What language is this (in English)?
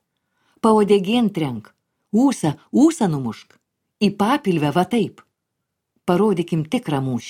Lithuanian